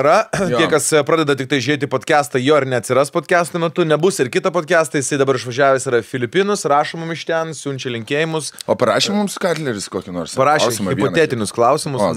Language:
Lithuanian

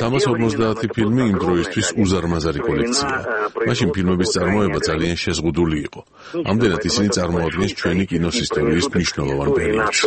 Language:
Georgian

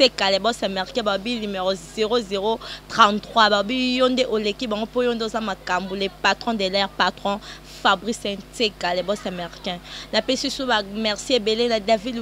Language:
Lingala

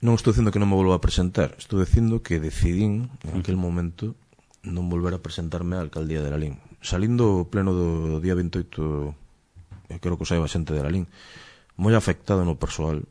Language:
Galician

